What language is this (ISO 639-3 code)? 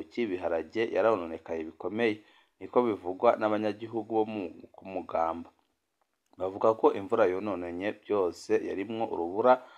run